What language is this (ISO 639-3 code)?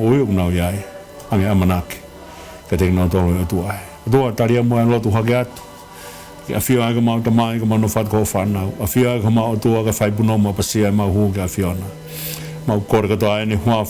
ton